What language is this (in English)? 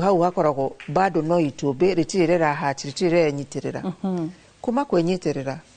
Kikuyu